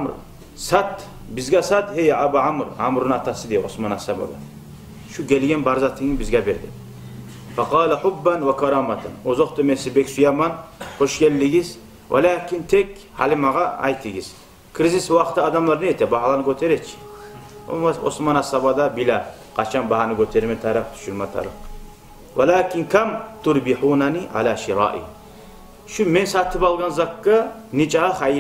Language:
Kumyk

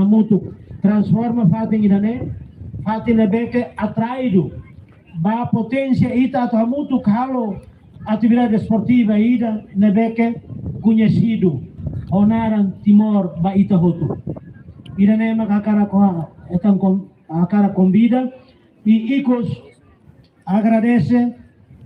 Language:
Tetum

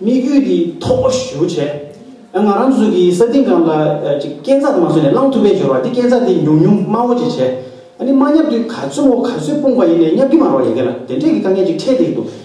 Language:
Tibetan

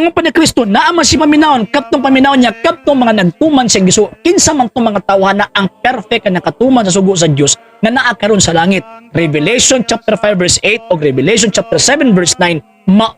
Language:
Cebuano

